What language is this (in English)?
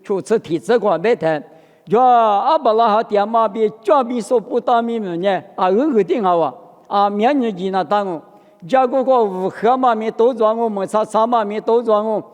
Lisu